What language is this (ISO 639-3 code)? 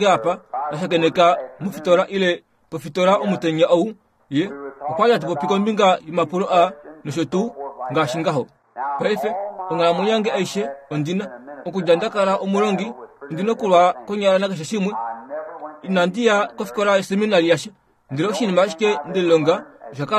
kua